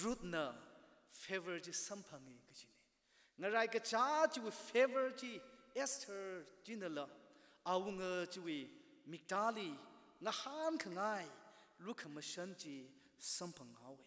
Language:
Tangkhul Naga (India)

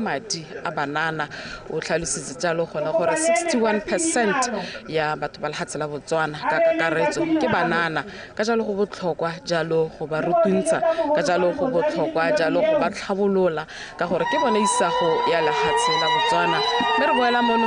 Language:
Tswana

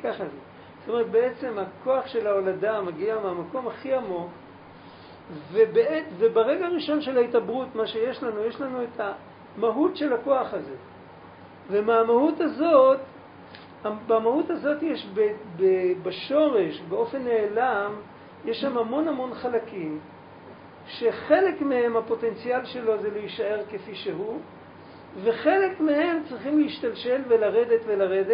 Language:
Hebrew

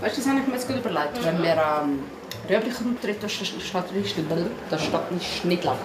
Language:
Swiss German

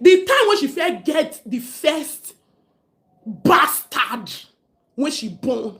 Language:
Nigerian Pidgin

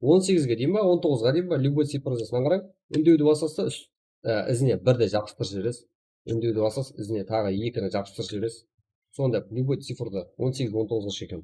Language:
Kara-Kalpak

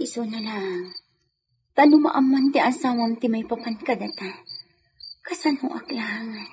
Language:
Iloko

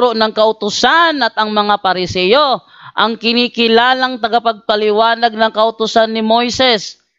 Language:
Filipino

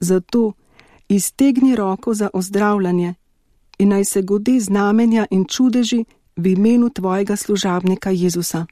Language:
Slovenian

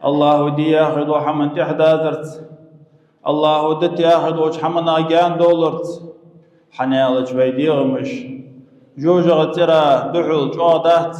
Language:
Ingush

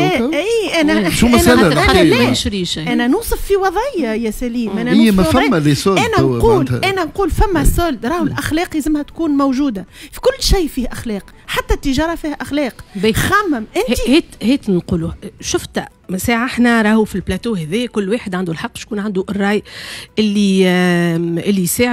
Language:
Tunisian Arabic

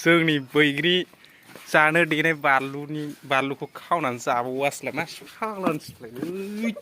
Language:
Bodo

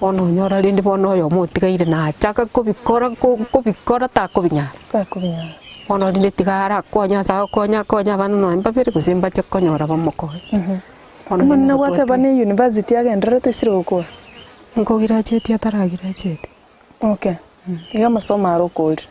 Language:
Gusii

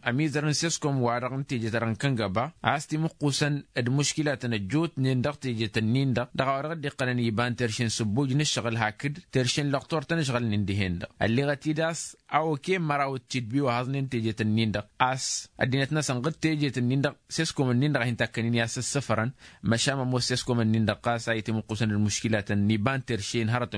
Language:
Tamasheq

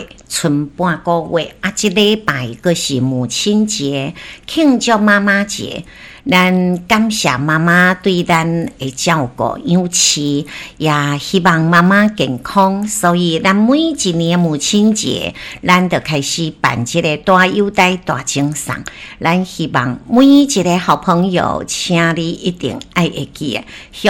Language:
Min Nan Chinese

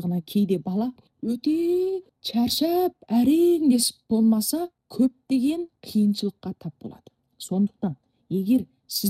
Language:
Kazakh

